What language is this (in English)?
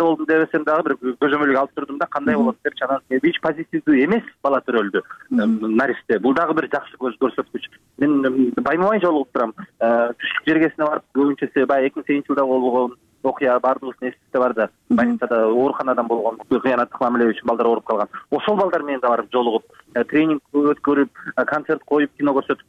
Kyrgyz